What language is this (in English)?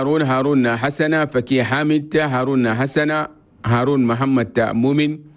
Chadian Arabic